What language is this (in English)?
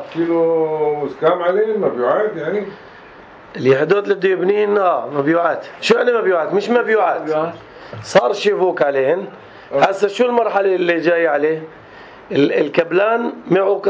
North Levantine Arabic